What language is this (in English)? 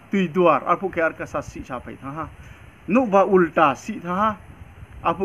Riang (India)